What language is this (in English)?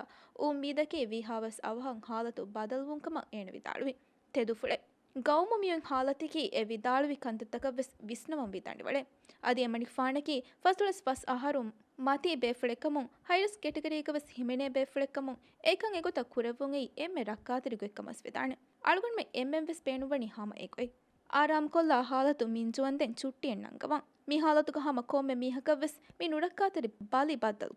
Divehi